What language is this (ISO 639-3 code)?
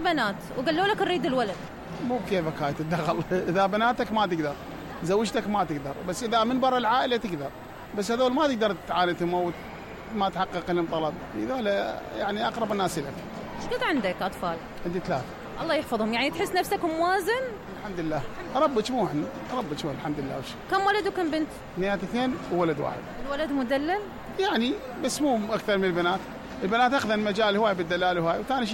acm